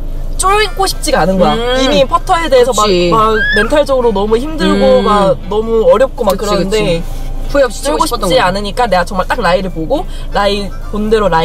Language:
Korean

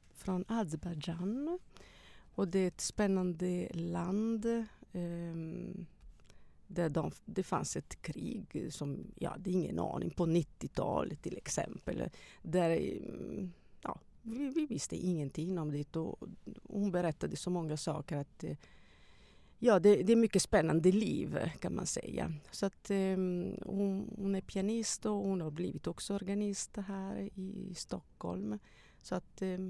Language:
Swedish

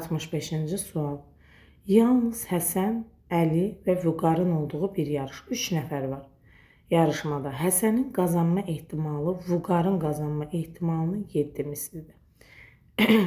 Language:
Azerbaijani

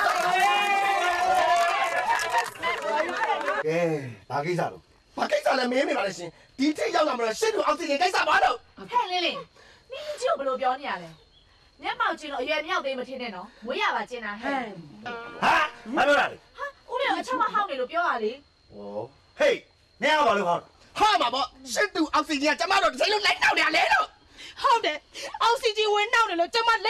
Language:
Burmese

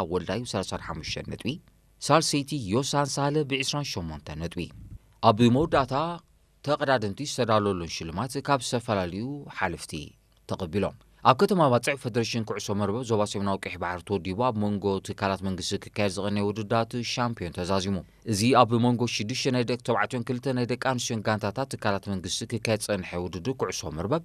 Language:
Tigrinya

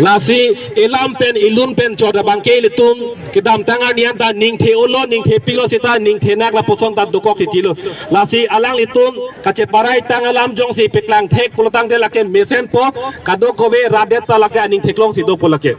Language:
Karbi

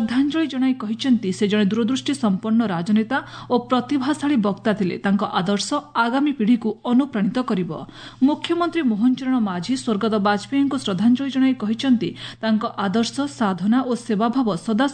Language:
Odia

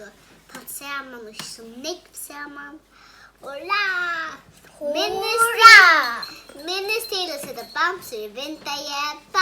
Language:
Faroese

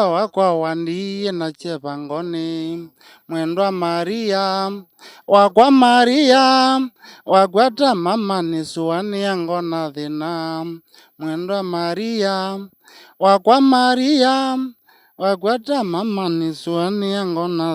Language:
Kamba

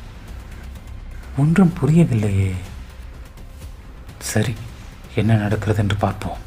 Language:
Tamil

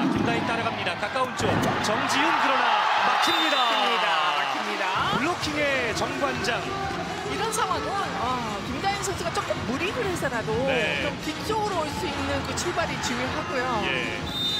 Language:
Korean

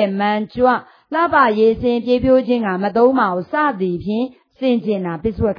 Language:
Burmese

